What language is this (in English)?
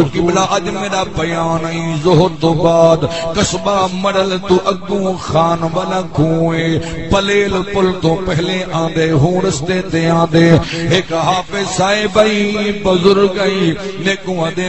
Saraiki